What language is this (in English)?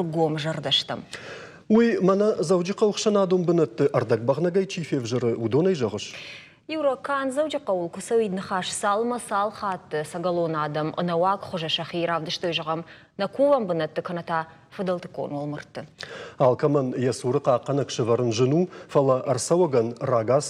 Ossetic